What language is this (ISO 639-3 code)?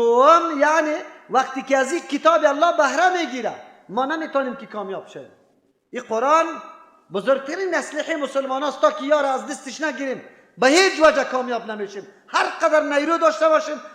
fas